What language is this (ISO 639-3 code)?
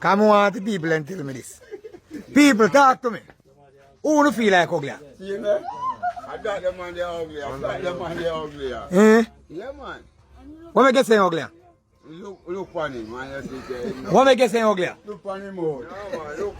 jam